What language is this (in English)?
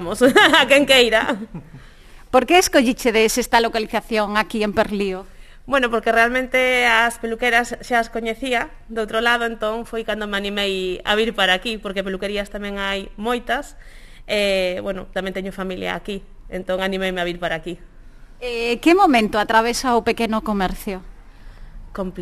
Galician